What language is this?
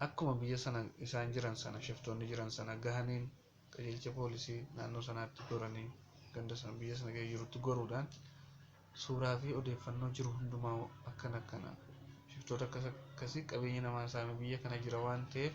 Oromo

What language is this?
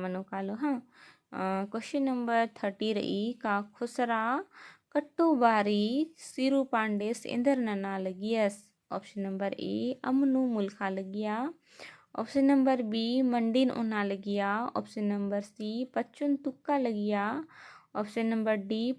Kurukh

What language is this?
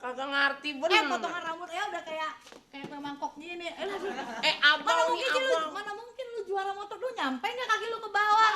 Betawi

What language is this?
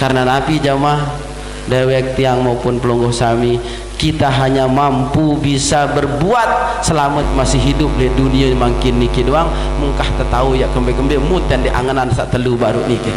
Sasak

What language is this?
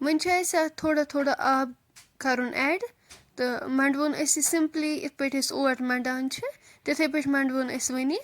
Kashmiri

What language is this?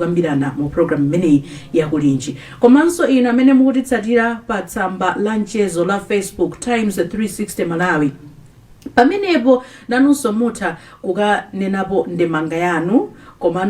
Nyanja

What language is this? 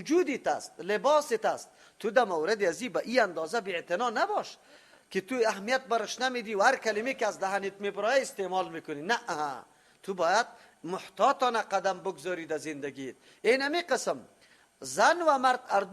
Persian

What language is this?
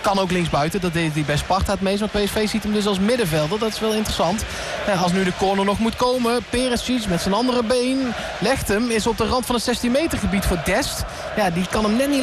Dutch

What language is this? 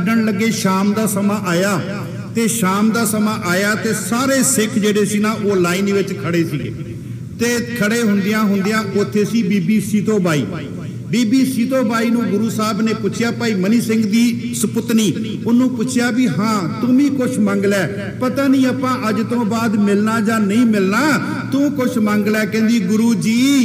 Punjabi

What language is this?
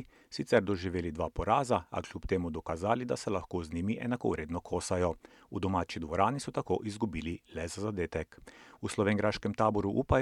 Slovenian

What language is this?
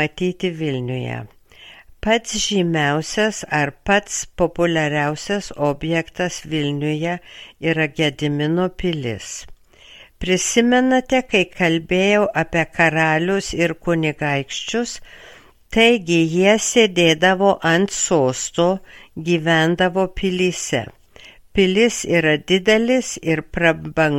Lithuanian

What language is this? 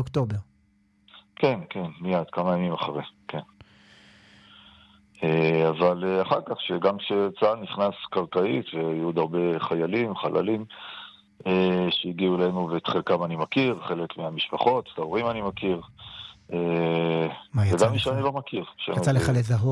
Hebrew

